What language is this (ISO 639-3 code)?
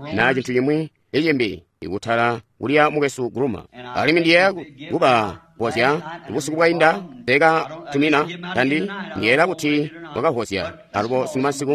toi